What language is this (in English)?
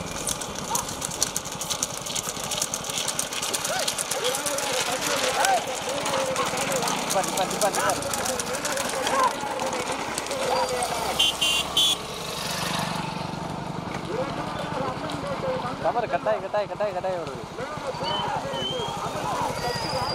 Tamil